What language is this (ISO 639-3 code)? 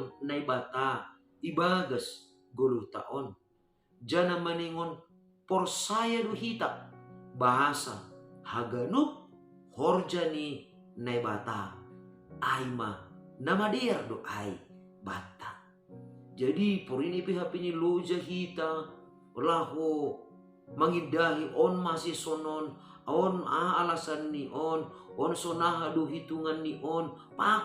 bts